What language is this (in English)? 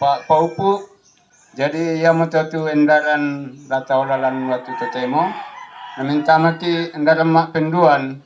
Toraja-Sa'dan